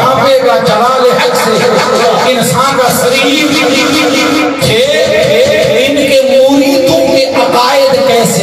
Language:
Saraiki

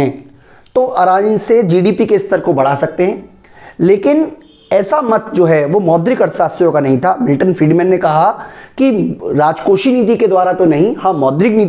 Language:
Hindi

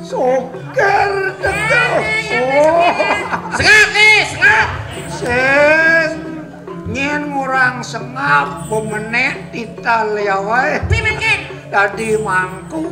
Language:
Balinese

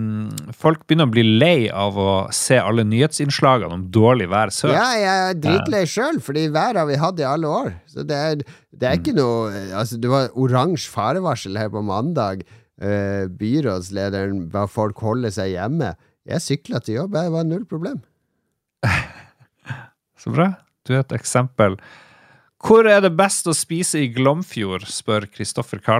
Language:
Norwegian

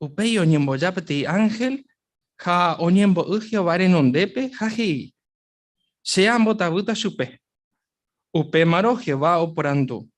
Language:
Guarani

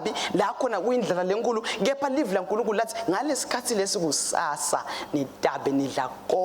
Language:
Swati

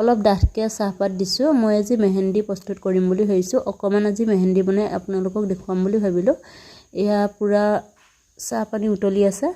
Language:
Assamese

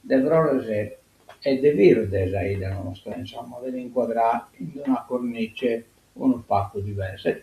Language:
Sardinian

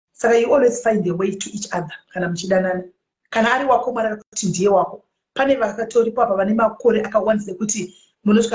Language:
Shona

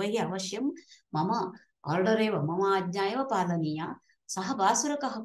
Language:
Sanskrit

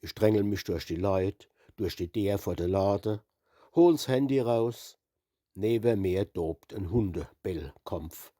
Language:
Palatine German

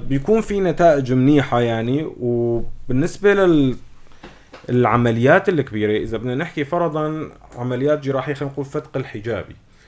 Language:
North Levantine Arabic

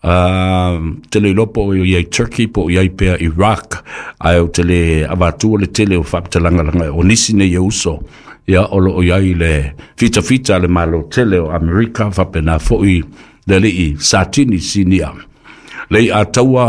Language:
Samoan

